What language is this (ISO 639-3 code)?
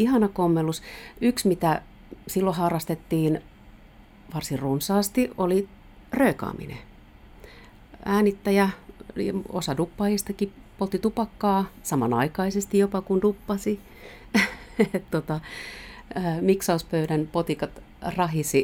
fin